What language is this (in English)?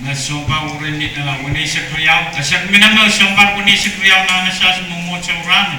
Pohnpeian